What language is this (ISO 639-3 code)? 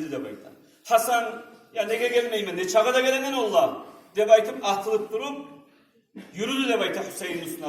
kum